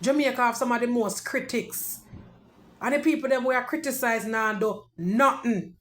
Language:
Jamaican Creole English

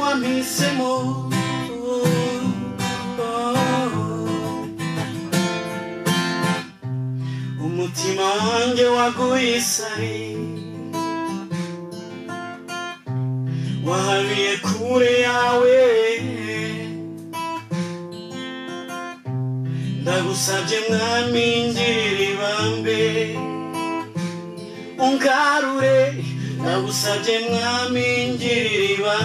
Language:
Kinyarwanda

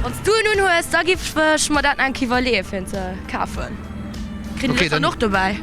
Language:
Luxembourgish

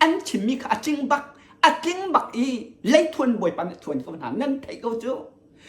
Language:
Hakha Chin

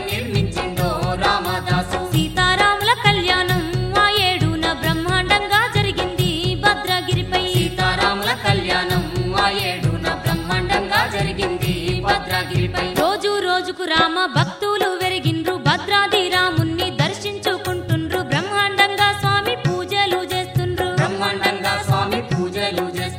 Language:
Telugu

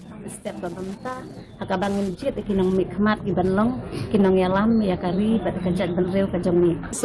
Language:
Khasi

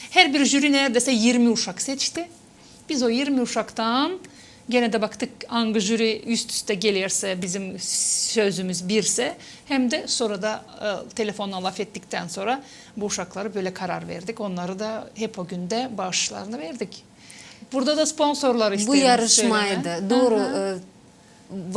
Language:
Gagauz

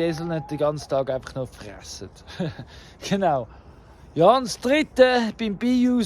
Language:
Swiss German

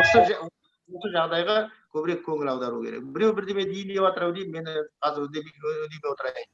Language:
Kazakh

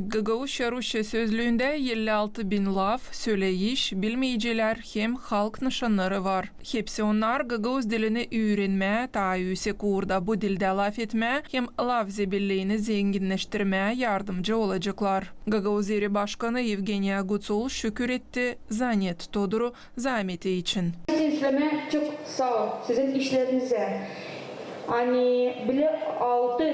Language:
Gagauz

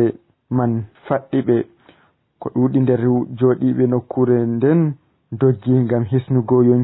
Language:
Fula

